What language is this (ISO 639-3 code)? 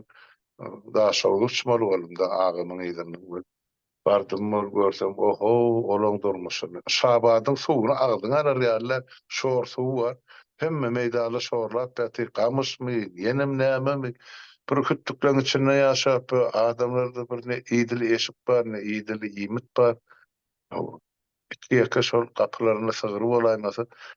tuk